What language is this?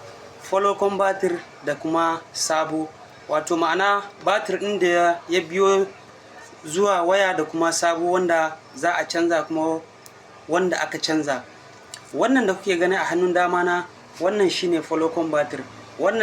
Hausa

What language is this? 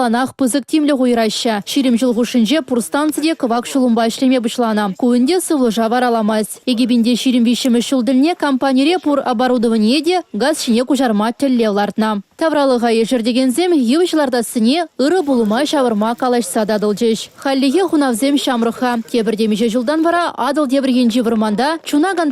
Chuvash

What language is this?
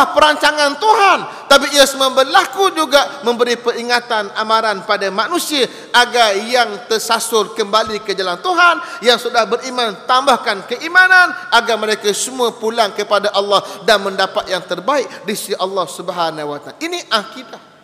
Malay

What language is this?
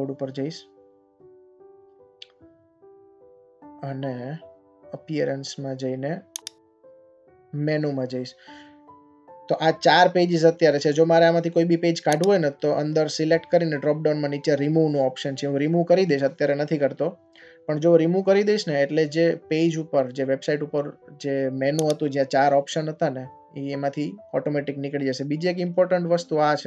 Gujarati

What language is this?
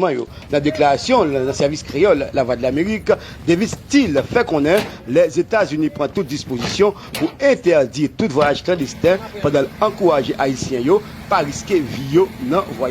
Haitian Creole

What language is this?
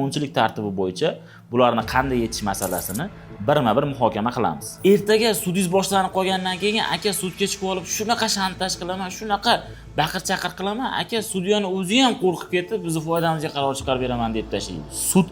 Uzbek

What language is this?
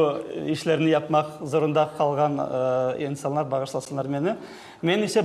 Crimean Tatar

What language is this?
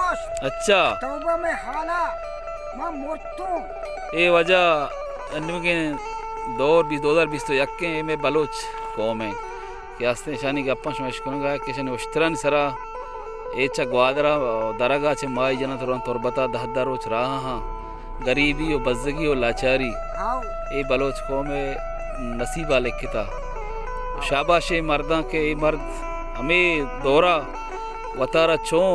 Baluchi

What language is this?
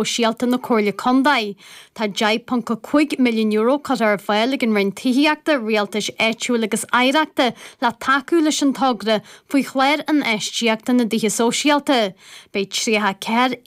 Irish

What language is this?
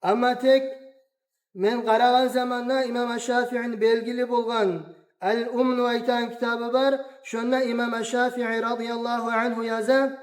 Kumyk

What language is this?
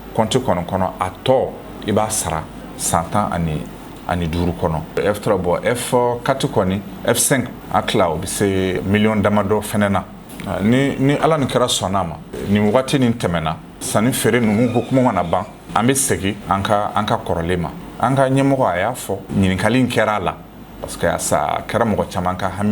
Bambara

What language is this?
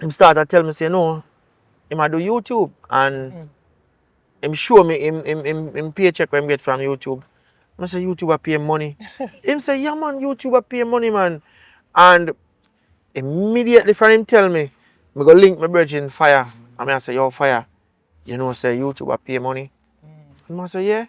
Jamaican Creole English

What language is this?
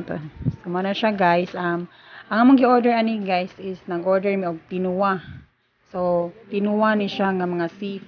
Cebuano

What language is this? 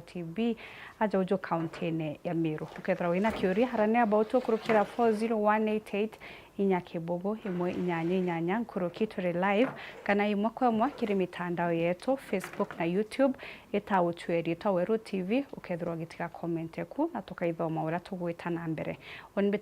Meru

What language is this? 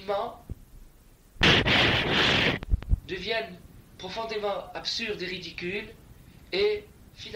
French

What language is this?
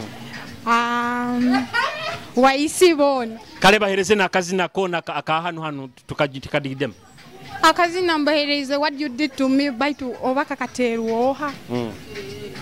Nyoro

